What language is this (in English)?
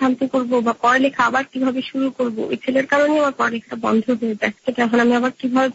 Bangla